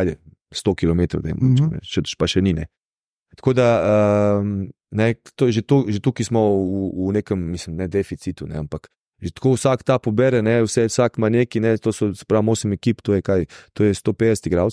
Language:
Slovenian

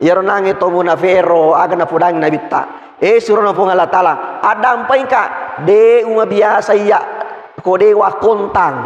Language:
Buginese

